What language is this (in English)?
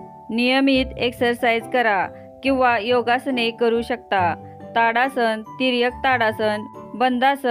Marathi